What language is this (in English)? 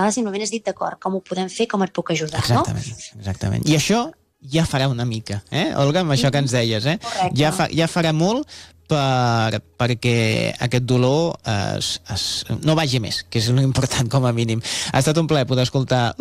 Catalan